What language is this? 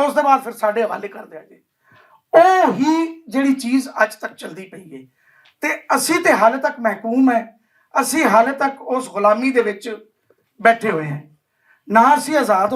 Western Panjabi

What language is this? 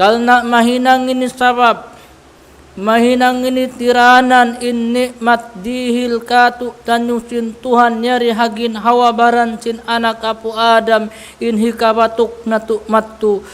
Tausug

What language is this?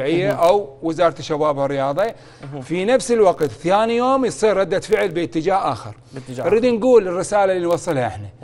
Mesopotamian Arabic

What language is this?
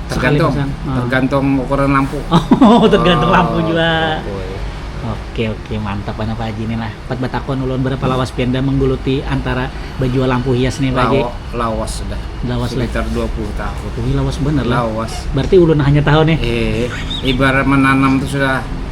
Banjar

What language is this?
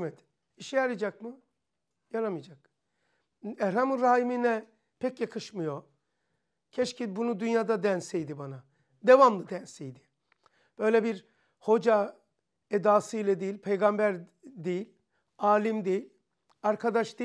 Turkish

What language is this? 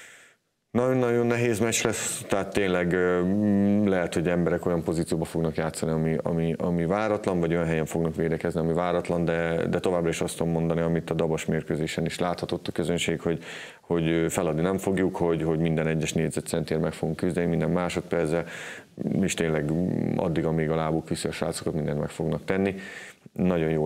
Hungarian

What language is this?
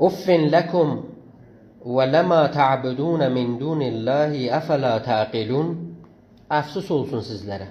South Azerbaijani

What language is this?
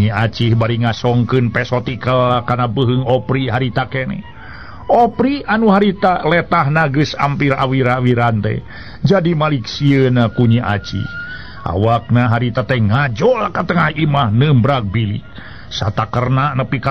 Sundanese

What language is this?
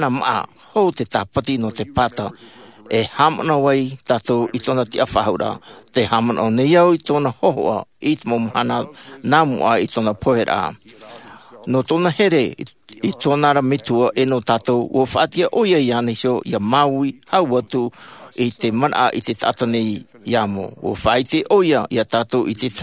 Tahitian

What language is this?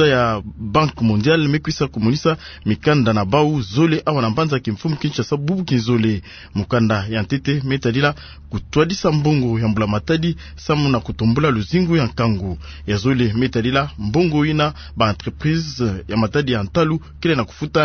Kituba (Democratic Republic of Congo)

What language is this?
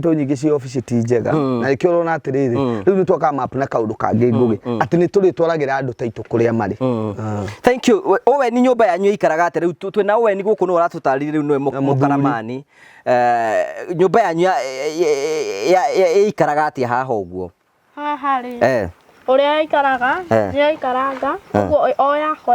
Kikuyu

